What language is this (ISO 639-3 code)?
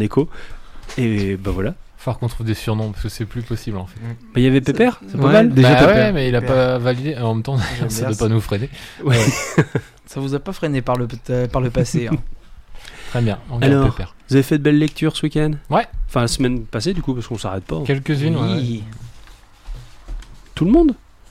fra